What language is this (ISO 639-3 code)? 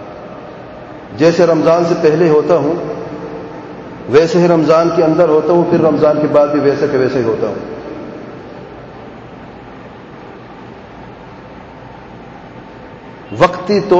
urd